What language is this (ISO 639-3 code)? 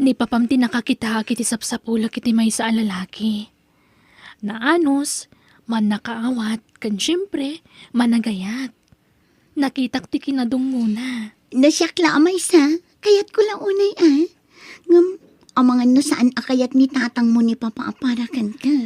ilo